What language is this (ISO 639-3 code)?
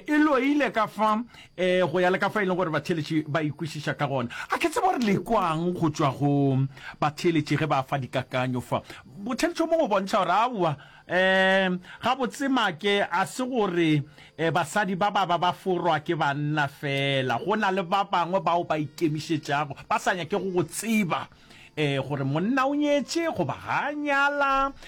nso